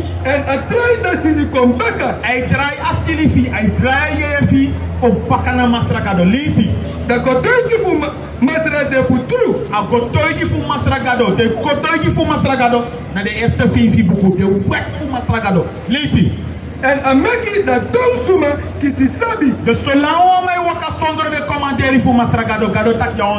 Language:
Sranan Tongo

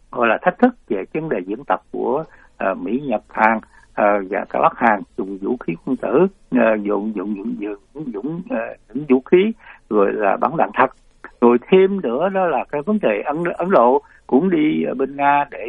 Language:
Vietnamese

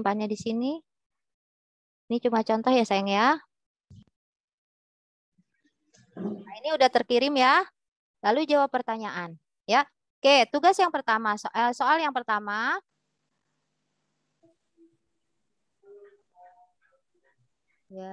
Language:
Indonesian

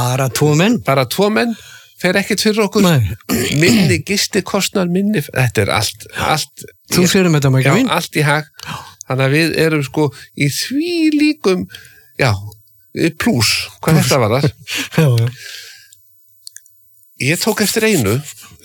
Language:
Icelandic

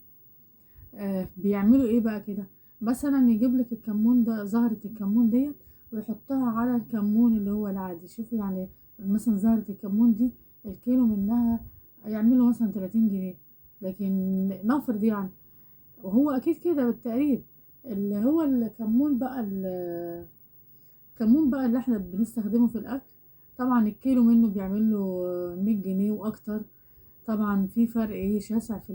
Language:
Egyptian Arabic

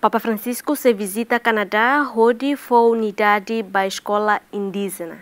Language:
Tetum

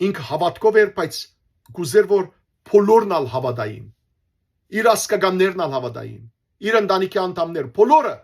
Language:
Western Armenian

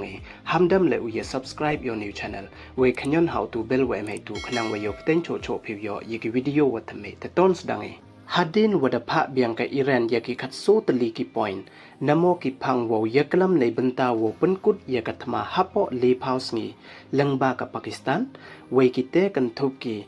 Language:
Pnar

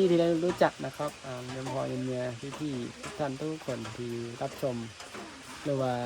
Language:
Northeastern Thai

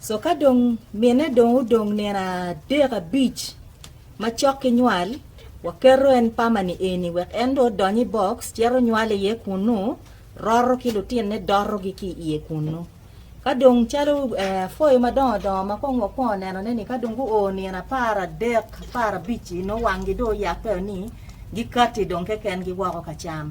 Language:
Acoli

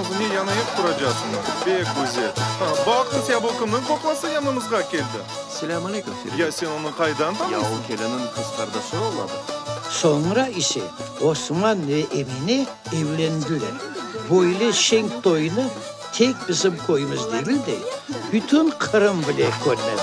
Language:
Crimean Tatar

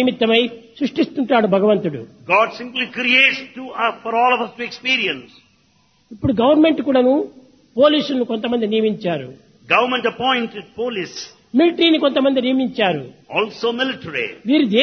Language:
Telugu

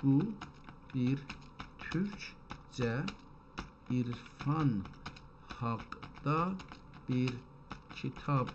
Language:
South Azerbaijani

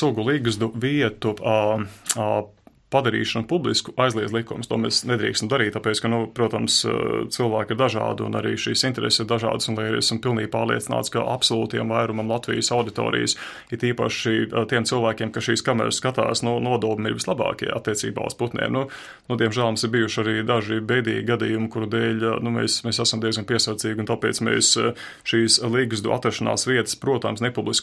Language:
Latvian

